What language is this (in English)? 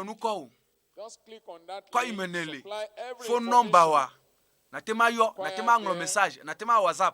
Ewe